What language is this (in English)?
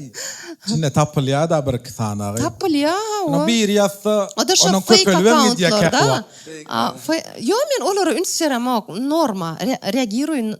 Turkmen